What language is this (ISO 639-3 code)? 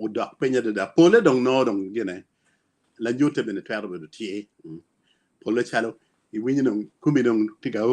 ach